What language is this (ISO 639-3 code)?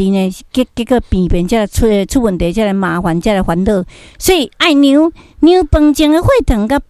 nan